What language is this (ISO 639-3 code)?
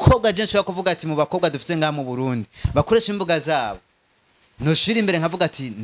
run